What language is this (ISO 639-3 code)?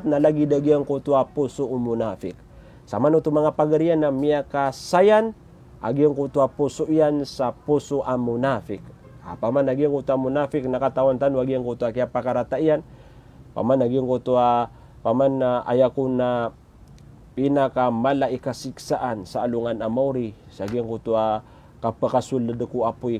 mrw